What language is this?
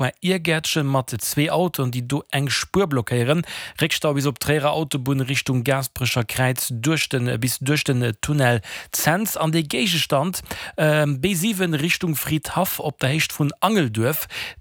Luxembourgish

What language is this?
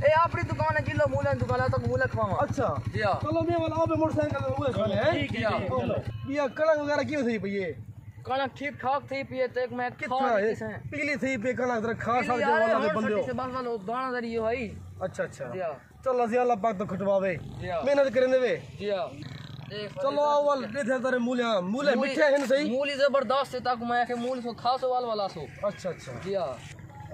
Saraiki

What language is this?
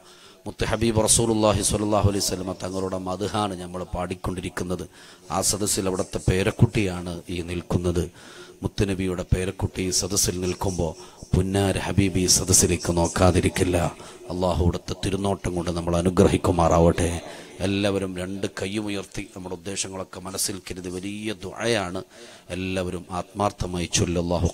Malayalam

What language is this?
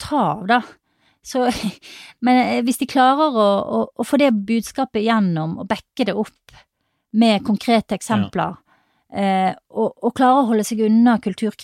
Norwegian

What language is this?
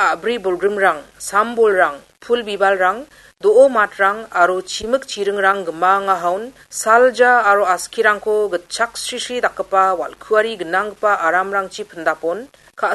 Garo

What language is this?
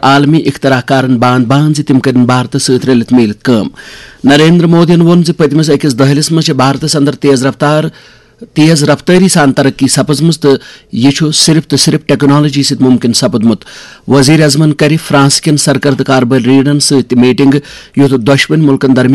Kashmiri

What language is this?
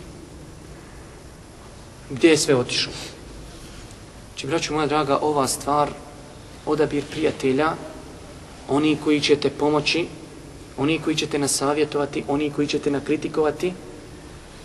Bosnian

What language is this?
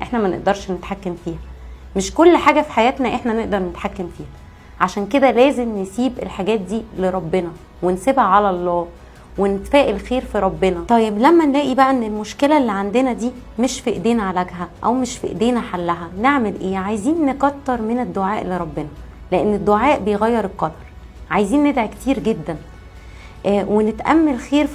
Egyptian Arabic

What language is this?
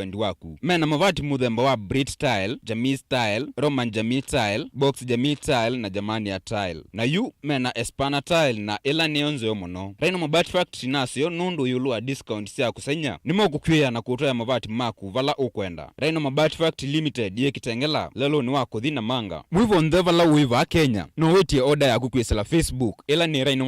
Kamba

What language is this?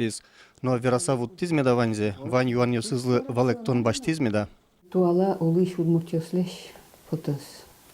Udmurt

